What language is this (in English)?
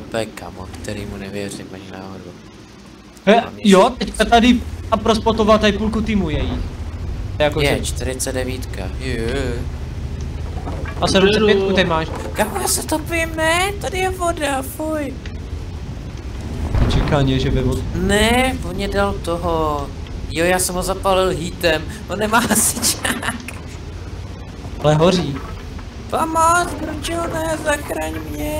Czech